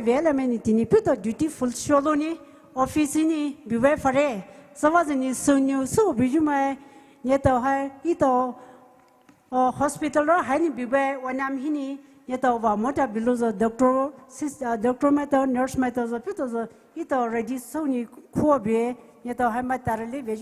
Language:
Poumei Naga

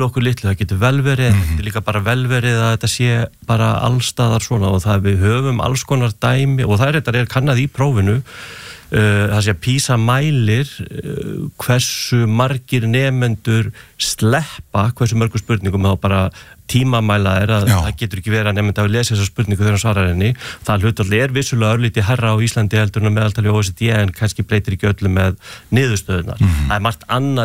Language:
Icelandic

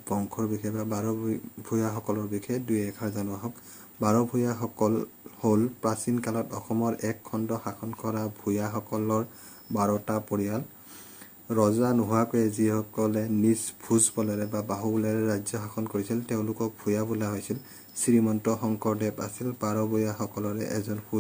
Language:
Assamese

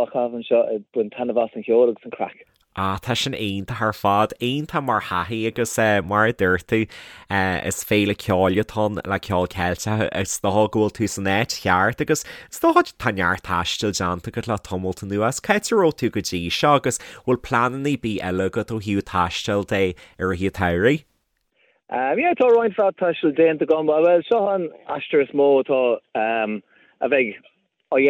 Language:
Irish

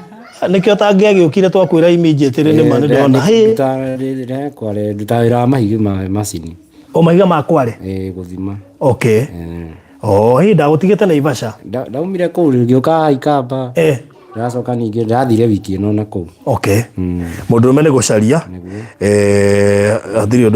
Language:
Kikuyu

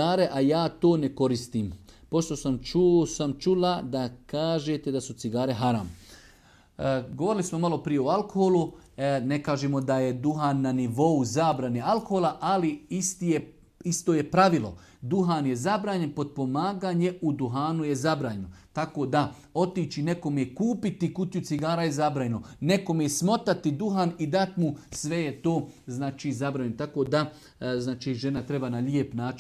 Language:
Serbian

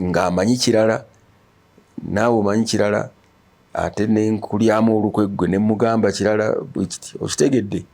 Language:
Ganda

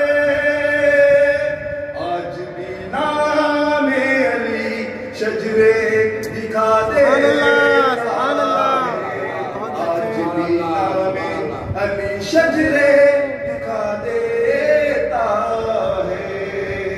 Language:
Urdu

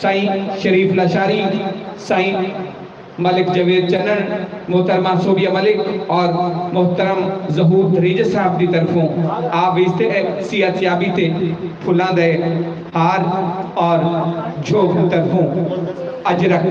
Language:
Saraiki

